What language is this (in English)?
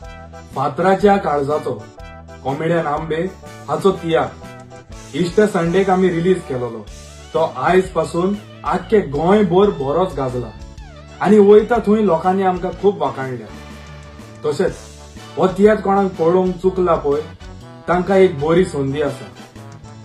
Konkani